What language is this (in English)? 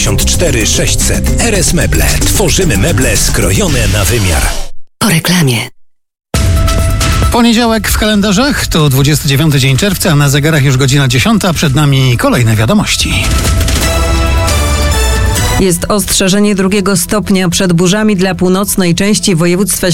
Polish